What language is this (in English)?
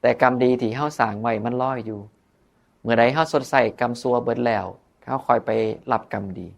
Northeastern Thai